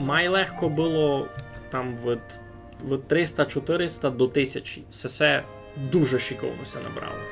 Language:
Rusyn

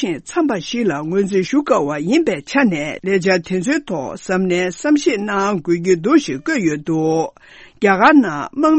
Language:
Tibetan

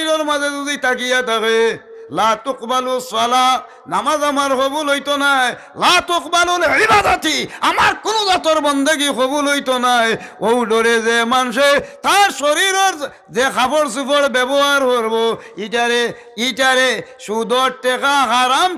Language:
Sylheti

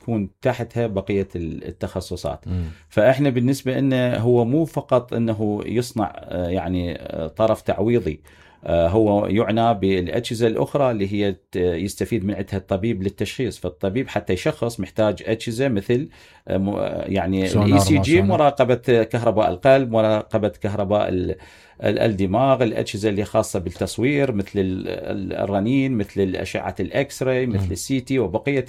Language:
Mesopotamian Arabic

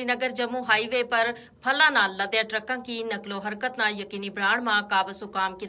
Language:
Gujari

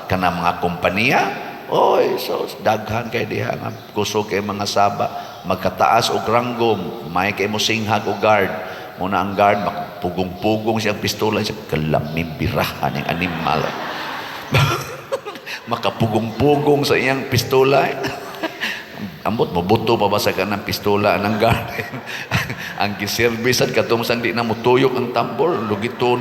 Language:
Cebuano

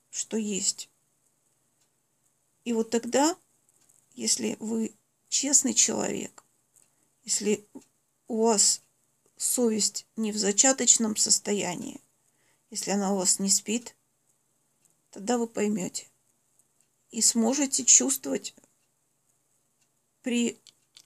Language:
Russian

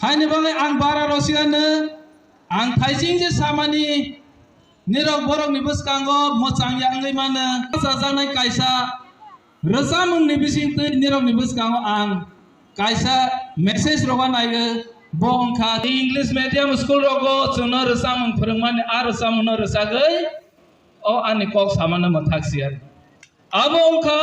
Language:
Kok Borok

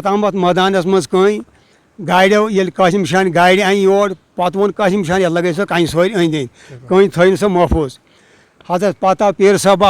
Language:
Kashmiri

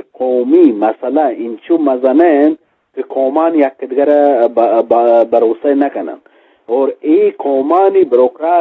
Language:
Eastern Balochi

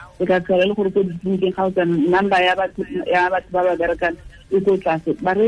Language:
Tswana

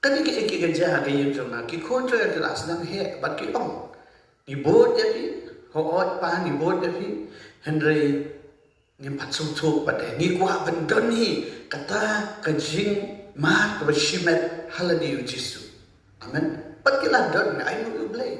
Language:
Khasi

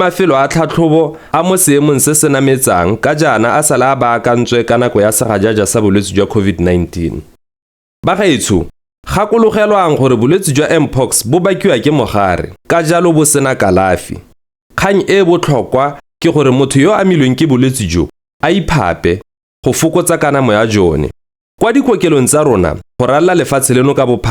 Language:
Tswana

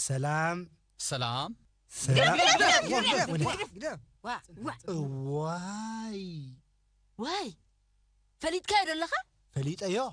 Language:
Tigrinya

